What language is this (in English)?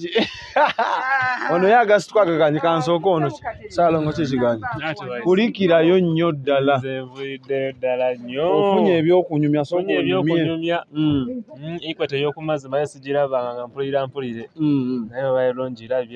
Ganda